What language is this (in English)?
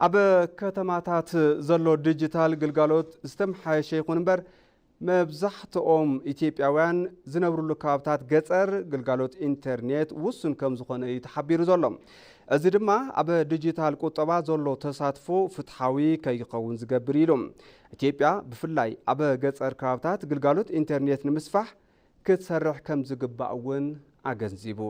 Tigrinya